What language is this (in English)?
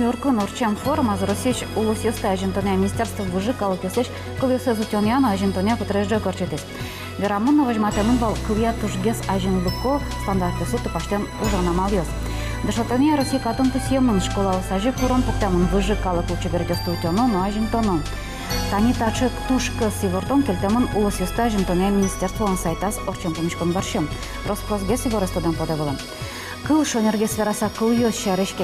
Udmurt